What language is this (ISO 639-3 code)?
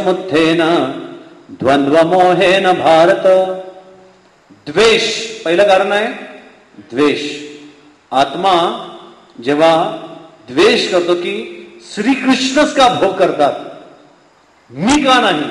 mar